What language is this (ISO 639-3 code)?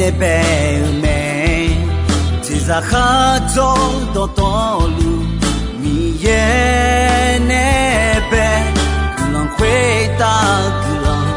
ahk